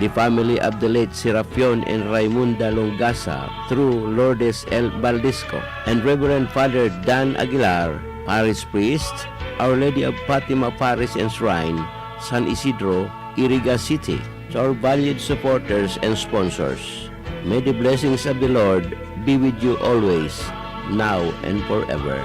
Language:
Bikol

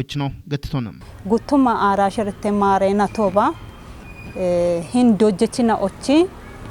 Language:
Kafa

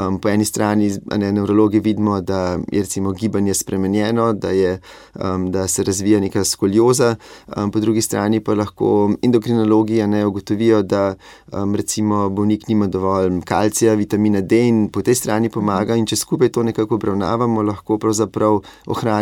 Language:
Slovenian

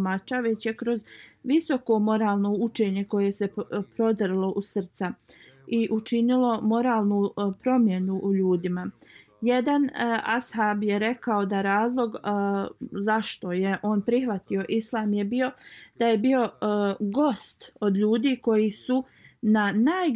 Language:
Bosnian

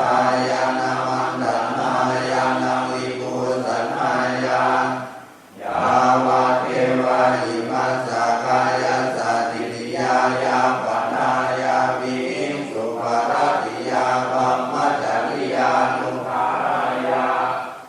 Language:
Pali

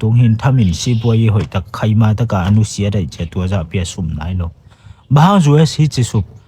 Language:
Tedim Chin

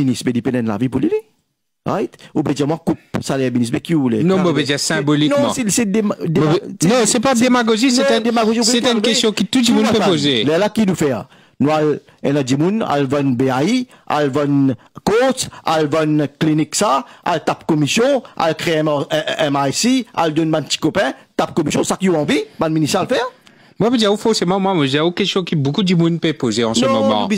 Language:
Morisyen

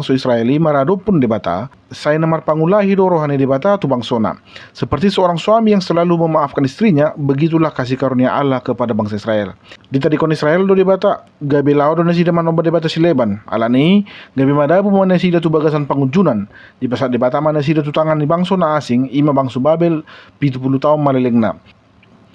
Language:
Batak Toba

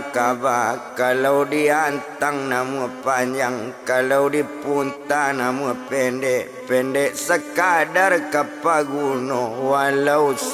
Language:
Minangkabau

